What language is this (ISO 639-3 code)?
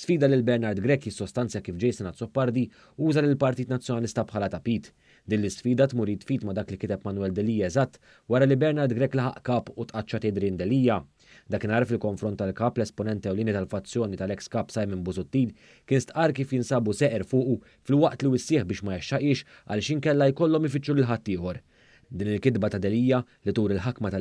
mlt